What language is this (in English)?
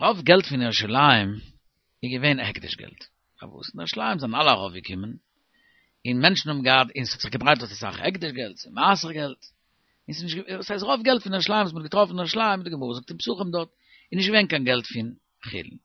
Yiddish